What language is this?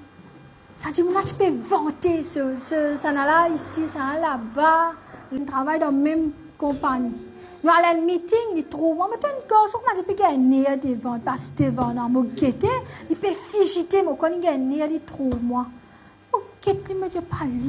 Morisyen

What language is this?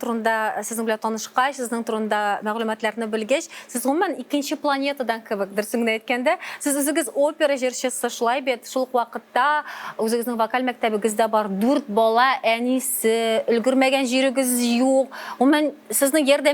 Tatar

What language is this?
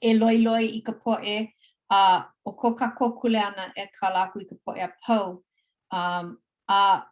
Hawaiian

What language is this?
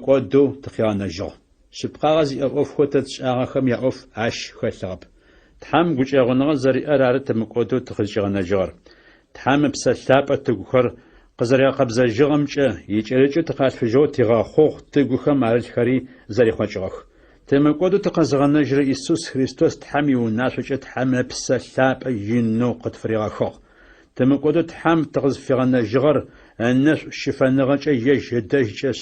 Adyghe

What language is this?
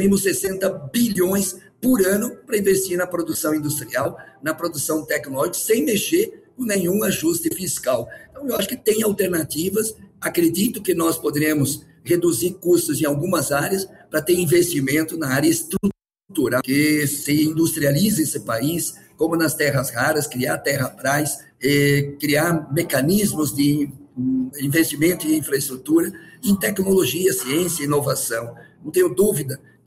Portuguese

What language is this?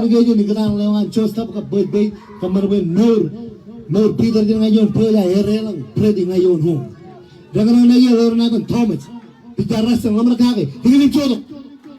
Marshallese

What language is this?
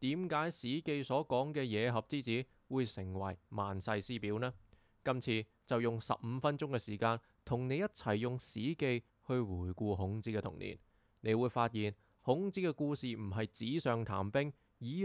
Cantonese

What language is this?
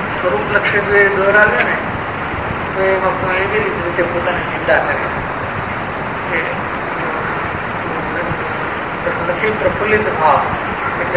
Gujarati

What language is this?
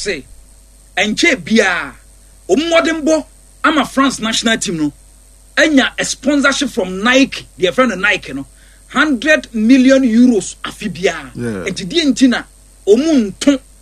Akan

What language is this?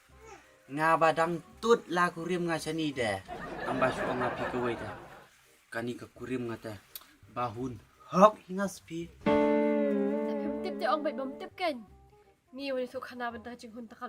Khasi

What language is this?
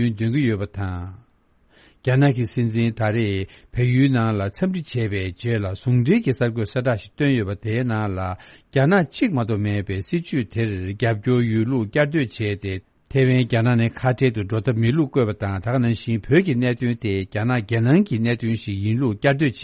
Tibetan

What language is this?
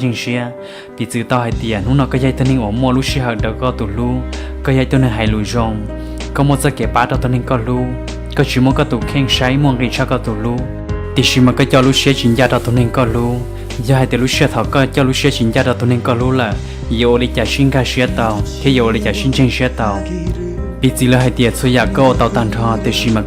Hmong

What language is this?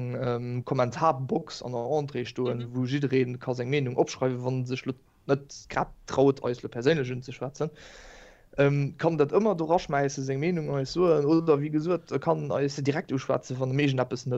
Luxembourgish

